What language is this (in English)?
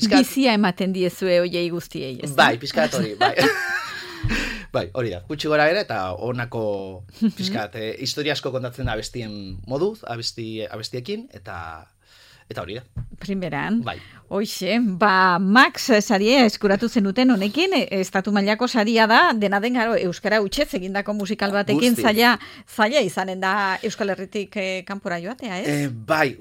Basque